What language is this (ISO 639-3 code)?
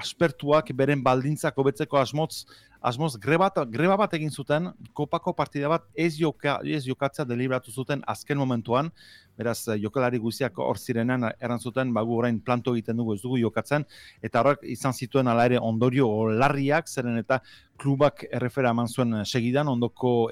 eus